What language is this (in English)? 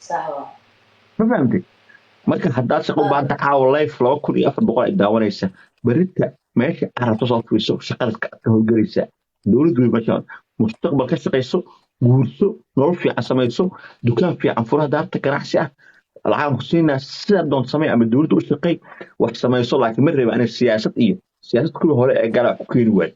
Somali